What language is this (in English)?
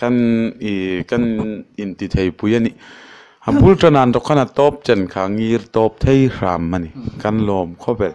Hmar